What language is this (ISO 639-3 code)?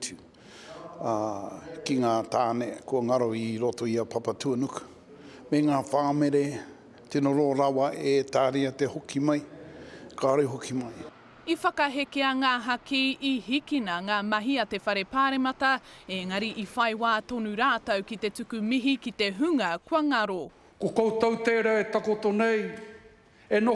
mri